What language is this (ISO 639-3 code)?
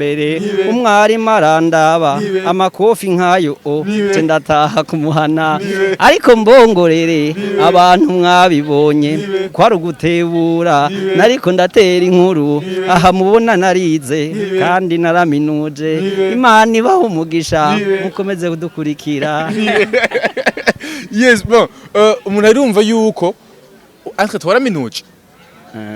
run